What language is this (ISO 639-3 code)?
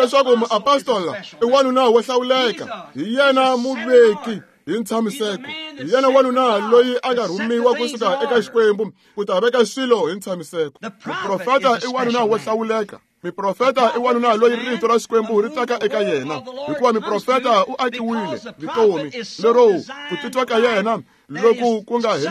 tso